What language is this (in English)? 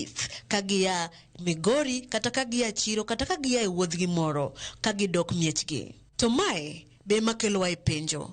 Luo (Kenya and Tanzania)